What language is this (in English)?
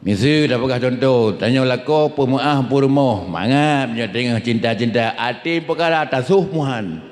Achinese